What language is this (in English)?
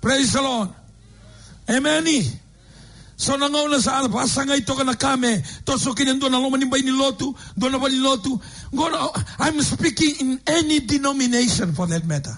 Fijian